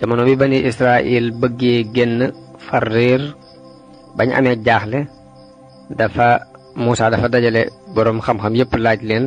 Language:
Wolof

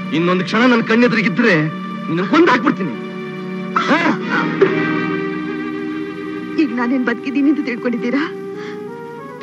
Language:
Kannada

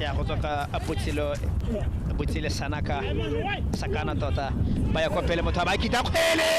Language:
Tswana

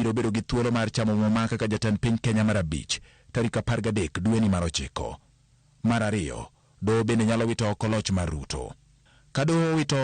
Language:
Luo (Kenya and Tanzania)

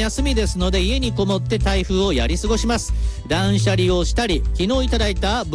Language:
Japanese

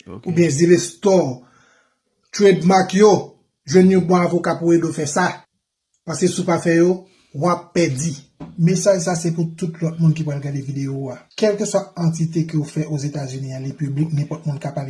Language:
Haitian Creole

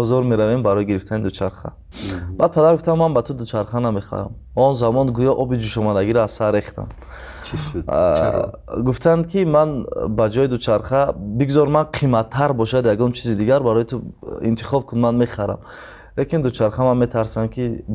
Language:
Tajik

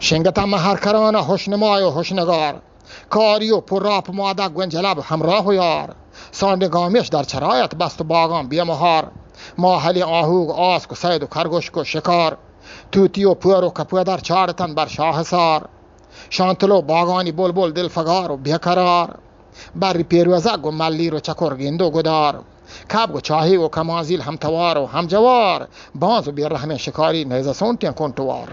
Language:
Eastern Balochi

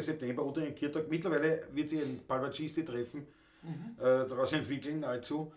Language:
Bavarian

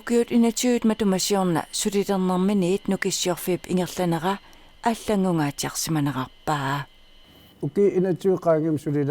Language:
Kalaallisut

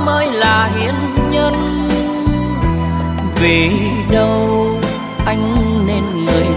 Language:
Vietnamese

